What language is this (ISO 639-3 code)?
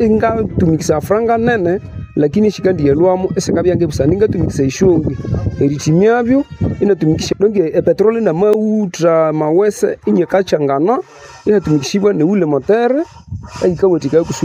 nnb